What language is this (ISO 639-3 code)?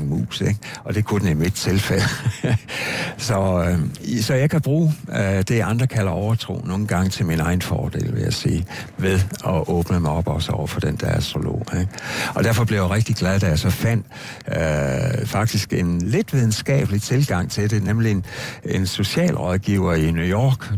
dan